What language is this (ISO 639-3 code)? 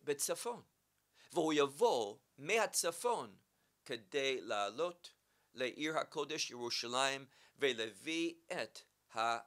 heb